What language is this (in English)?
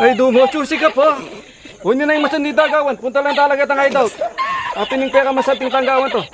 Pampanga